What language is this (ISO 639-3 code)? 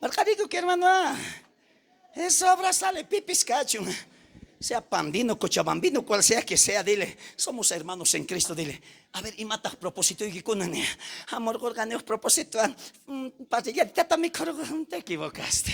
quh